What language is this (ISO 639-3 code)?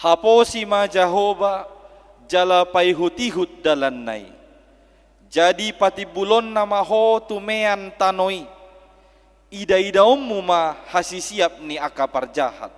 bbc